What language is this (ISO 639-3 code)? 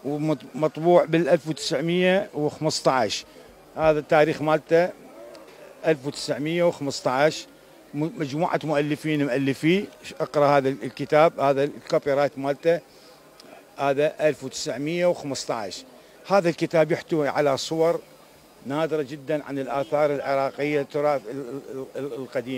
acm